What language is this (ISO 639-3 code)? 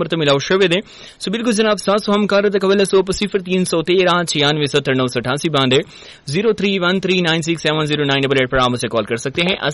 urd